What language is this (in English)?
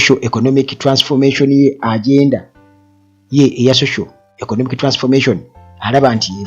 Ganda